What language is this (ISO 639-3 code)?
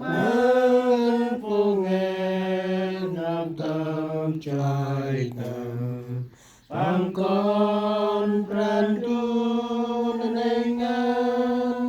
cmo